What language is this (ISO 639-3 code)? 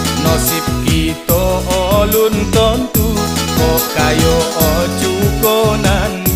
min